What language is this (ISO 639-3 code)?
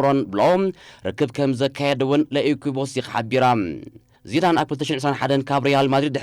tir